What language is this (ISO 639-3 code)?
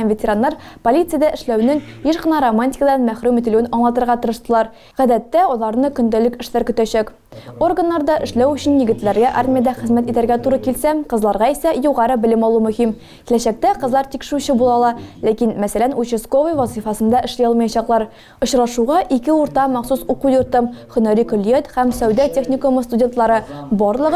tat